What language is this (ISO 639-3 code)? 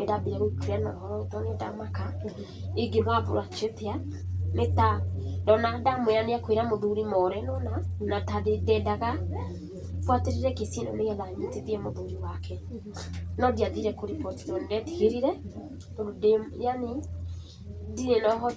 kik